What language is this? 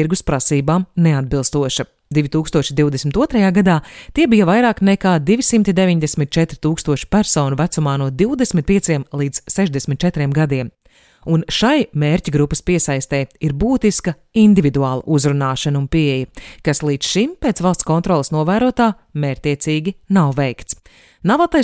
Latvian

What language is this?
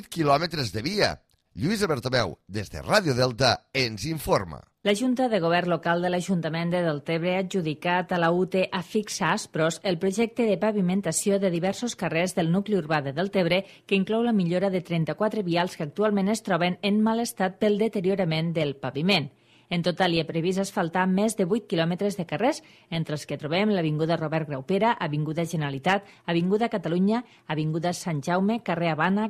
Catalan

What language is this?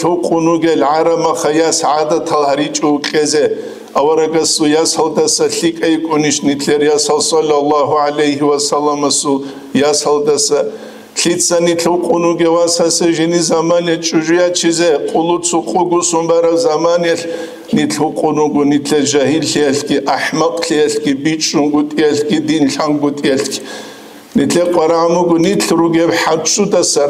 Avaric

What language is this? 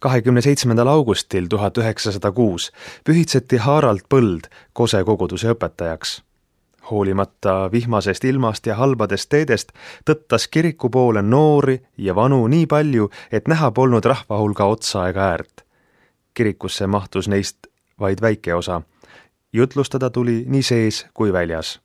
Estonian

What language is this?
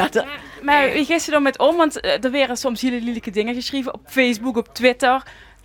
Limburgish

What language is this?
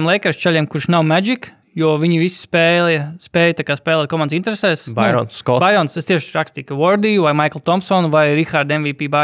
Latvian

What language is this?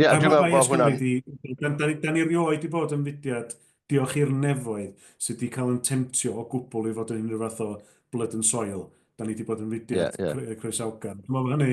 Welsh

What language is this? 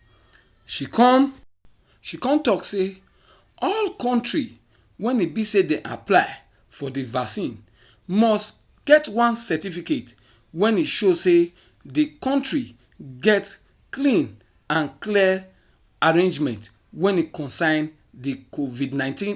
Nigerian Pidgin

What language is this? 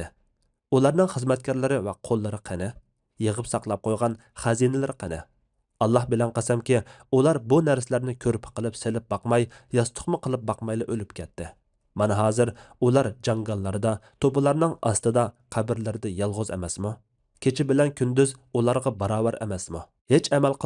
Uyghur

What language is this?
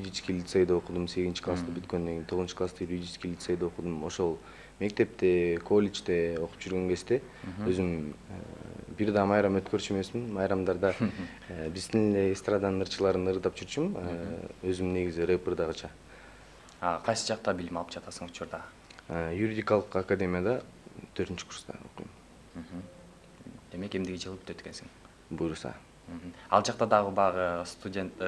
Kyrgyz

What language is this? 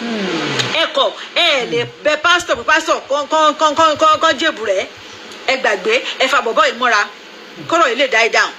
Yoruba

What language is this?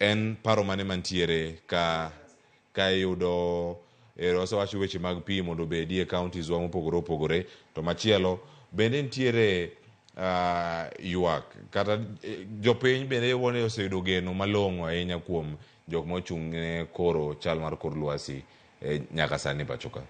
Luo (Kenya and Tanzania)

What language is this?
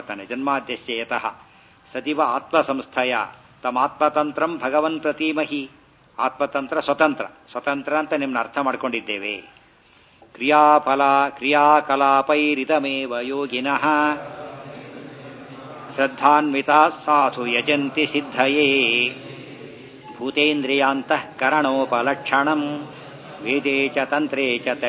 Kannada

